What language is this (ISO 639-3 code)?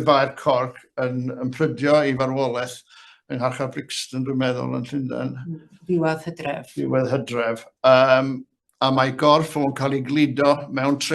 cym